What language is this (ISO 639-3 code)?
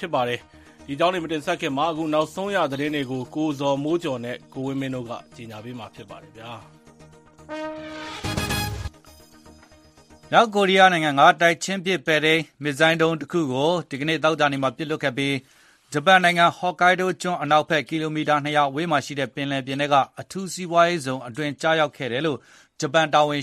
mya